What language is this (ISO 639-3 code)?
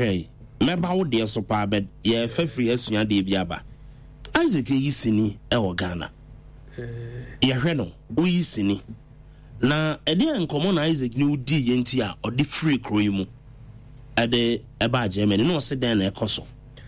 aka